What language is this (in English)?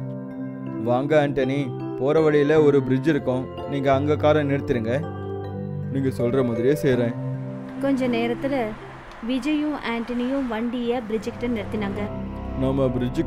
Tamil